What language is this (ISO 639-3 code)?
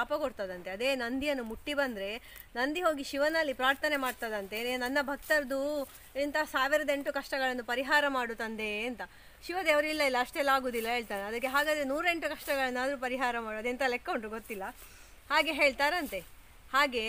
kan